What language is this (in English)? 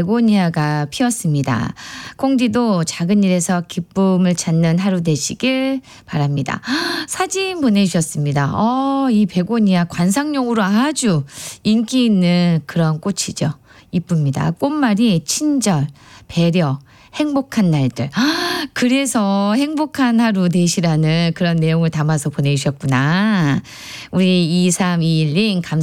Korean